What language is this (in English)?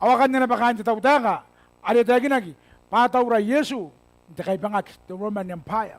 Gilbertese